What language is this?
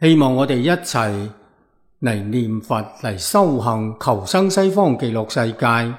Cantonese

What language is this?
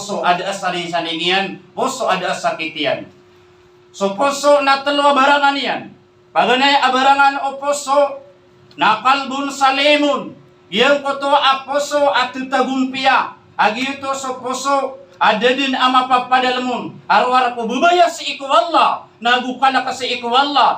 Maranao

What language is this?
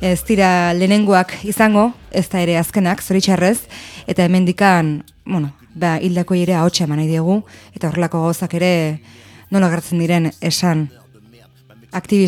Basque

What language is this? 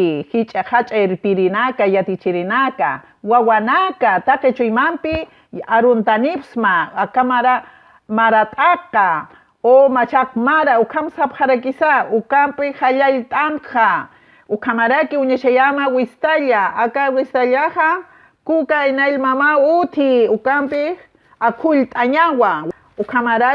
Aymara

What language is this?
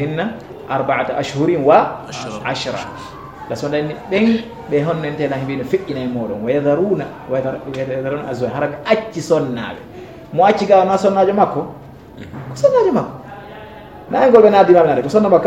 Fula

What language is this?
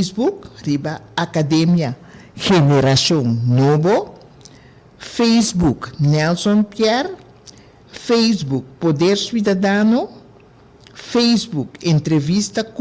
Papiamento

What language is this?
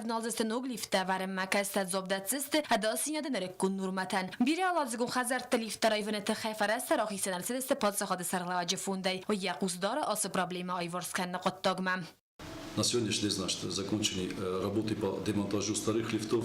Ossetic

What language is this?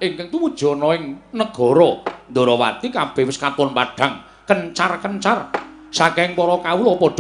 Javanese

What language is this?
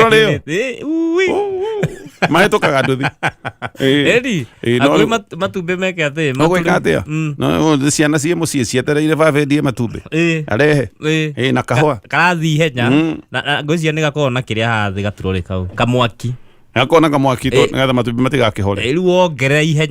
Kikuyu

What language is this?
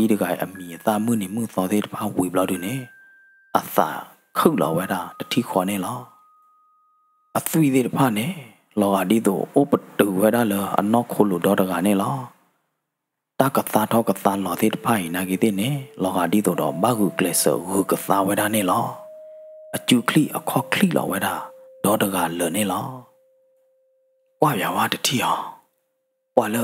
S'gaw Karen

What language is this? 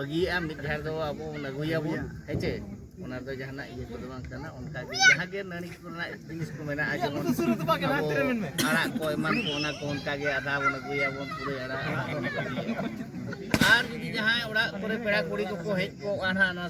Santali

